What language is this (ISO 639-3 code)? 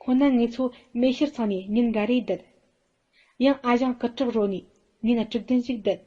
bod